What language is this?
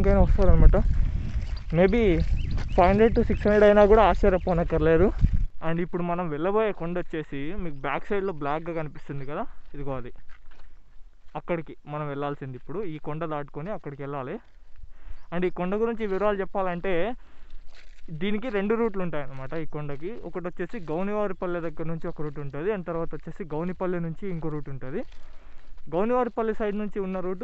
Telugu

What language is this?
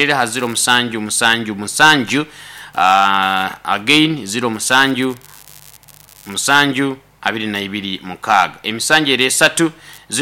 Nyoro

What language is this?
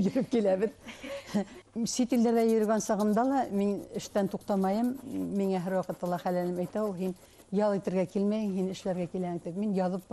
Bashkir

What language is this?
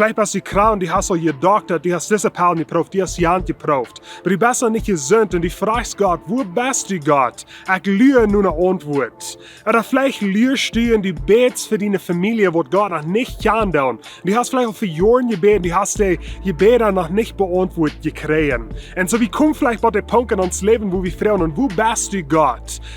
Plautdietsch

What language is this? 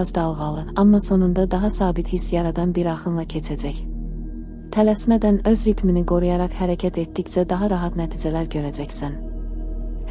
Azerbaijani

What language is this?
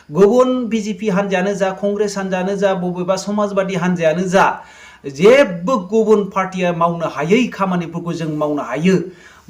Bodo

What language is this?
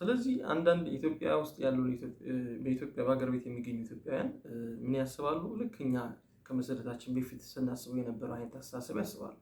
Amharic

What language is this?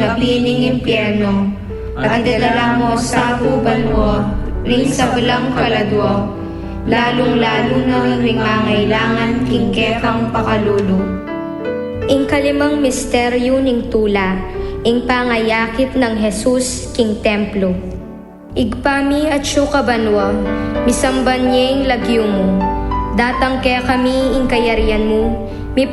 Pampanga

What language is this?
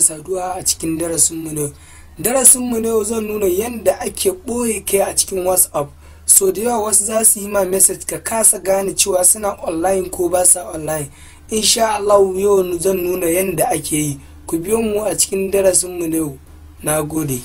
Hausa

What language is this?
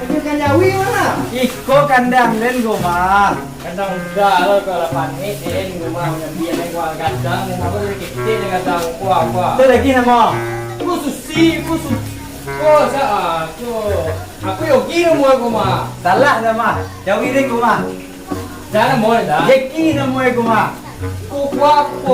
Minangkabau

